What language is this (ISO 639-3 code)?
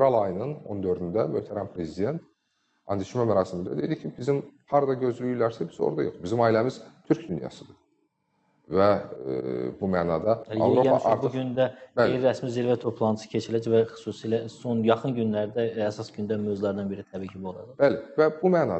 aze